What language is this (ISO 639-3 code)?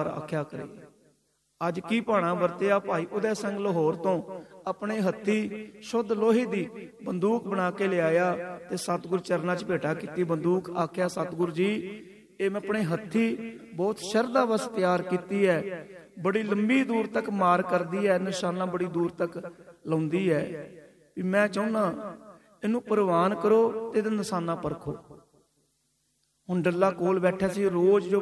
pan